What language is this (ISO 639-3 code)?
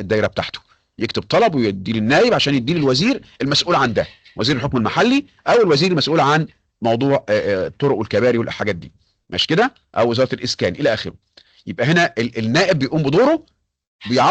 arz